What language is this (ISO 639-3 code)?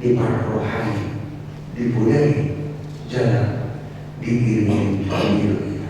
bbc